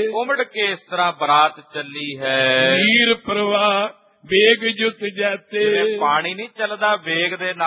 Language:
Punjabi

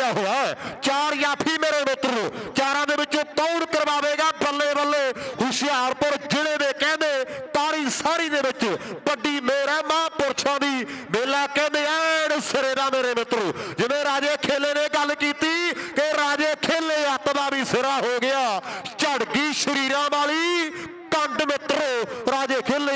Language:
Punjabi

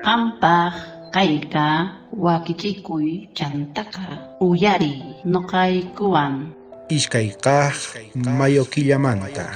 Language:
South Bolivian Quechua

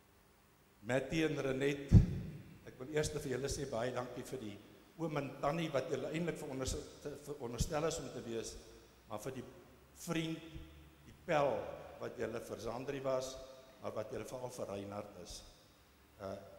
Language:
Afrikaans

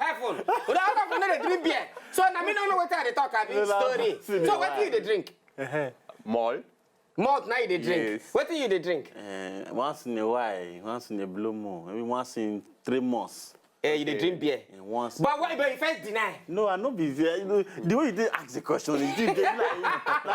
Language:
Nigerian Pidgin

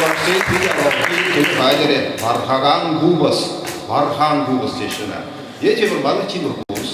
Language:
Chuvash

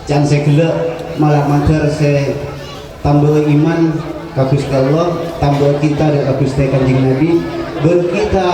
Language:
Madurese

